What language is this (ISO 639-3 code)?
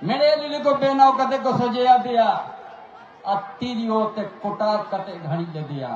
sat